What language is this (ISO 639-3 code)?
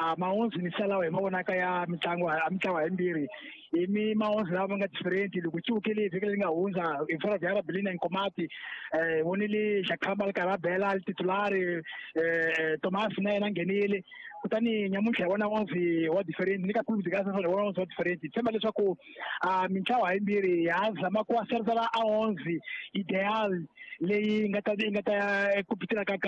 tso